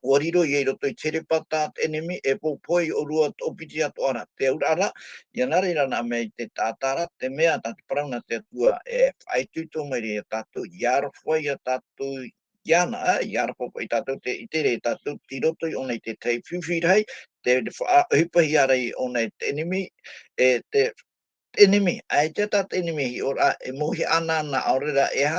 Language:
Tahitian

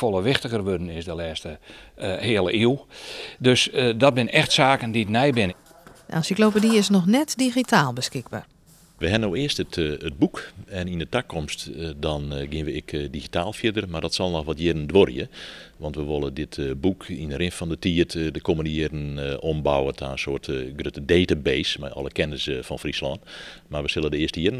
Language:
Western Frisian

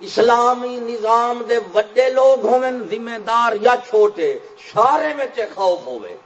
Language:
Saraiki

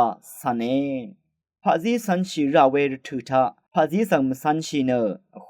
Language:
Rawang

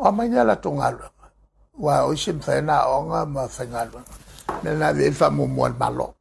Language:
Samoan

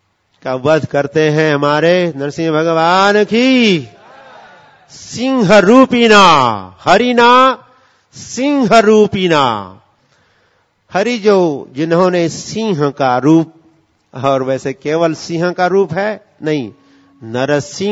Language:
Hindi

